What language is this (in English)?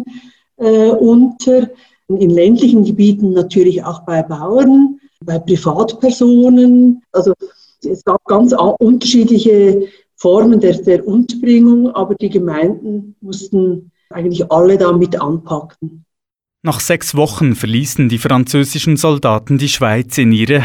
German